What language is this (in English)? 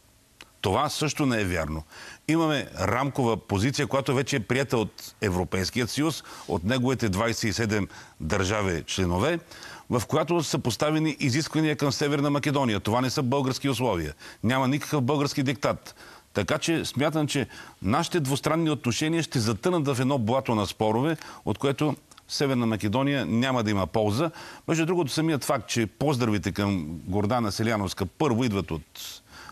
Bulgarian